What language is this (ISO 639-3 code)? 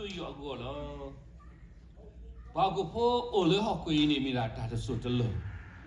ksw